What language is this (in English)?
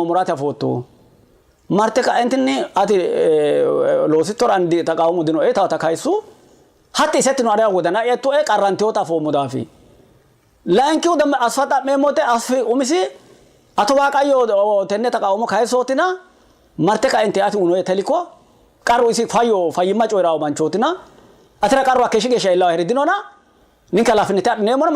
Sidamo